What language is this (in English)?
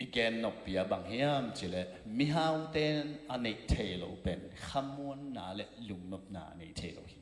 Tedim Chin